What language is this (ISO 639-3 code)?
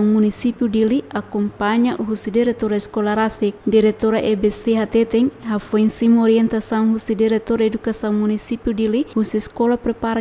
tet